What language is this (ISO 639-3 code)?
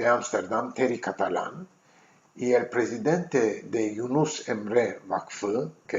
lad